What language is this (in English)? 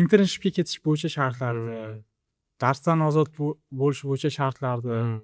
Uzbek